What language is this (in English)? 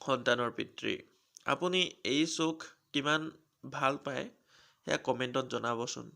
Assamese